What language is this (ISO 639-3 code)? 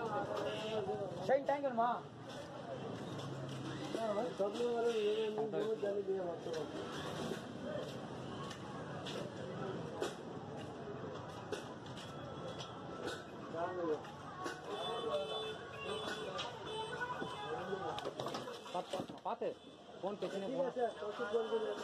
tam